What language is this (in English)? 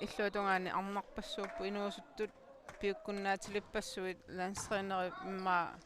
Kalaallisut